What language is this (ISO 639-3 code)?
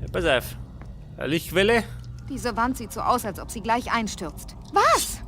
bar